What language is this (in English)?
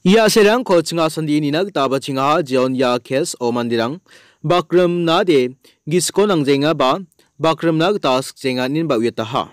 Garo